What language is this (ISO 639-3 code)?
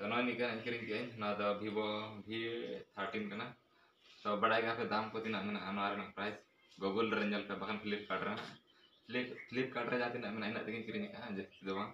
sat